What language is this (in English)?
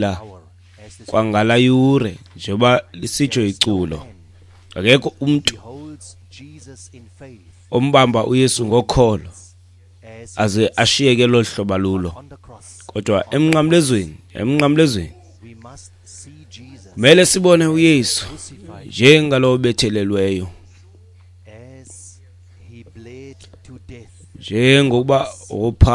Xhosa